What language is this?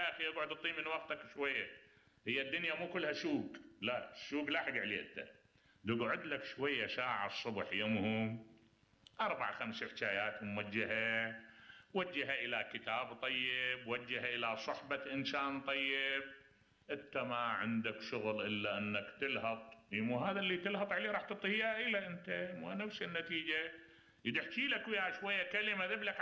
Mesopotamian Arabic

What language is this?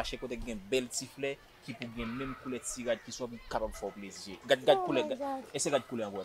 Haitian Creole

